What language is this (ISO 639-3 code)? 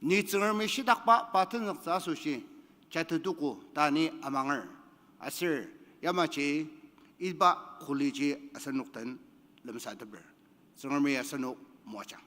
njo